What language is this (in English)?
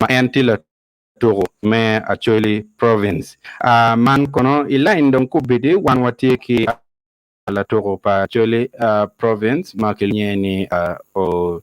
Acoli